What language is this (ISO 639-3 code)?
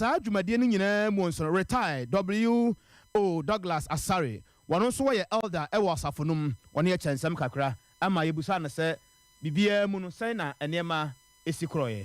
aka